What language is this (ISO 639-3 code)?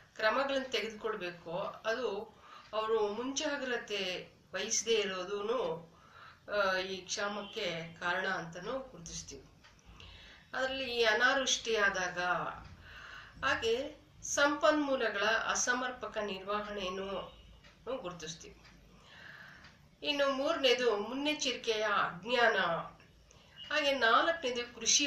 kan